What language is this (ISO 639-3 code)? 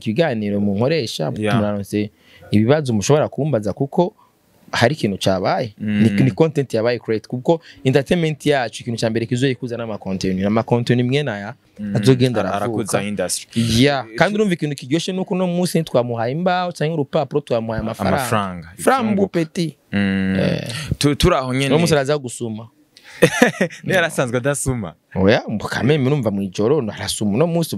run